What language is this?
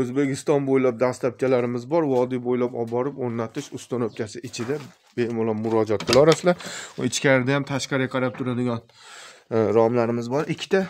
Uzbek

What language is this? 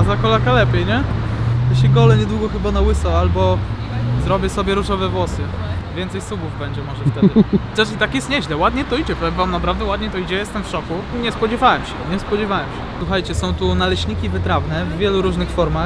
Polish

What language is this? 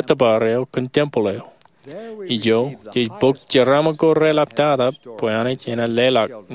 Marshallese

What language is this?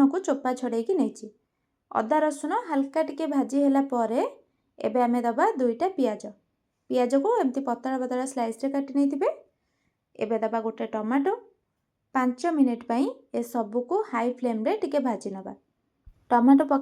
Odia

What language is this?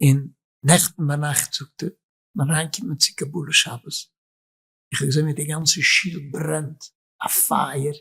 Yiddish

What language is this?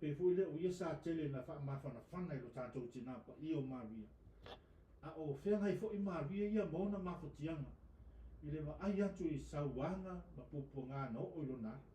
Samoan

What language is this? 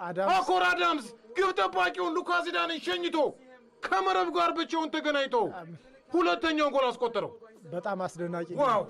Amharic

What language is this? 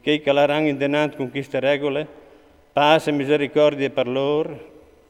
Friulian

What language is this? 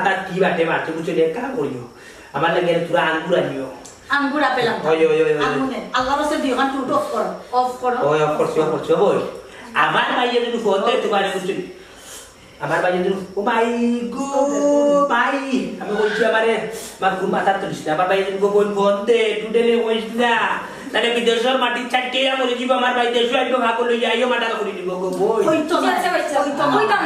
Sylheti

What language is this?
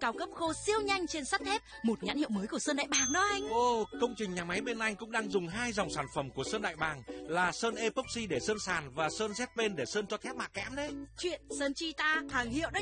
Vietnamese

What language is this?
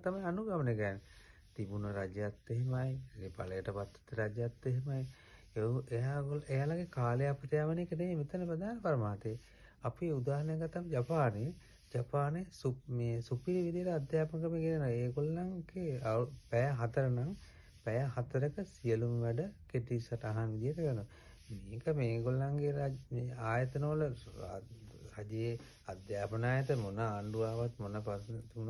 Sinhala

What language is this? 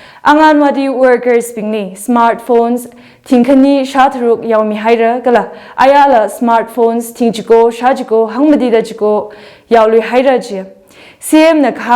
Tangkhul Naga (India)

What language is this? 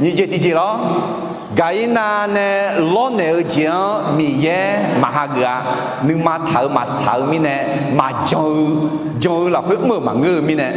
Akha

